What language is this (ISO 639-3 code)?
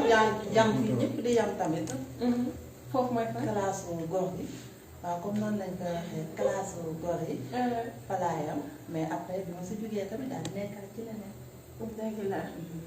wol